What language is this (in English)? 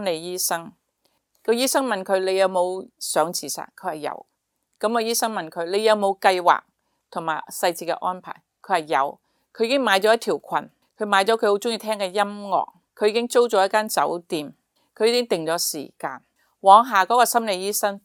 Cantonese